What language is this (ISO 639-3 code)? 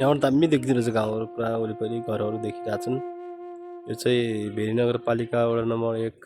nep